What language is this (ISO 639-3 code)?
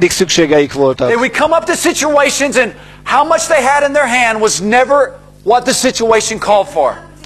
hun